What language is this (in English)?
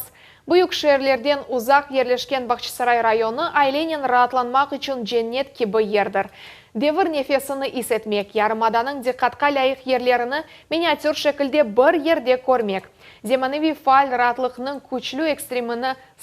Crimean Tatar